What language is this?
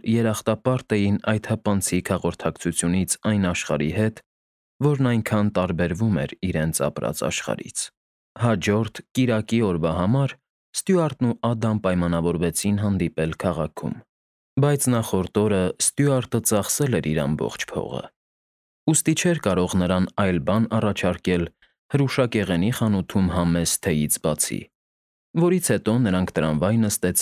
Armenian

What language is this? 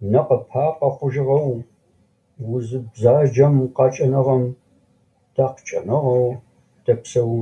Adyghe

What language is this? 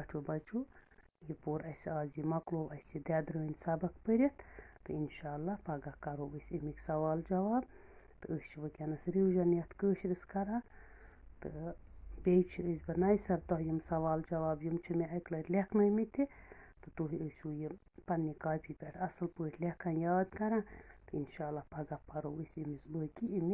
Kashmiri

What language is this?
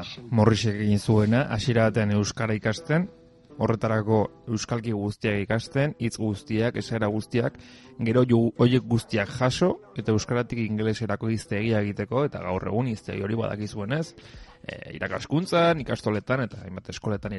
Basque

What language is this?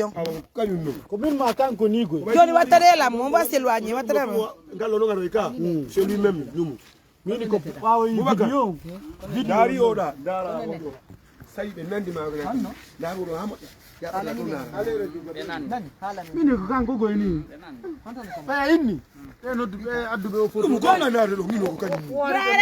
Pular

